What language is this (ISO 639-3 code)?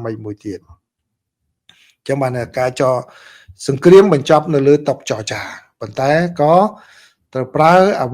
khm